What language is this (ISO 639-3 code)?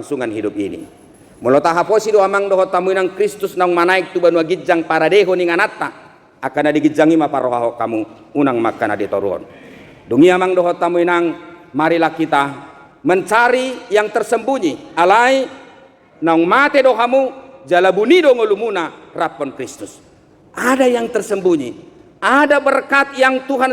bbc